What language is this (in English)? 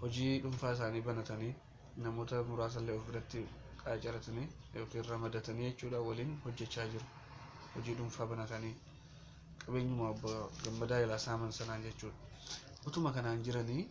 Oromo